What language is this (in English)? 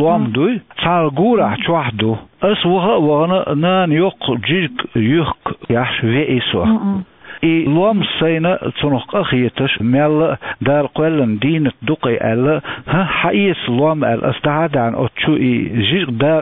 Chechen